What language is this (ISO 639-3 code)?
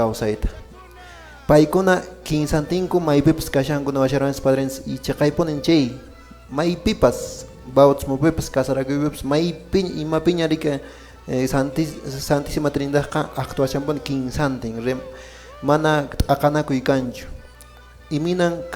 que